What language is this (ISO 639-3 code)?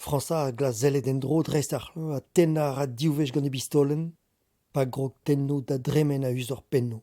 bre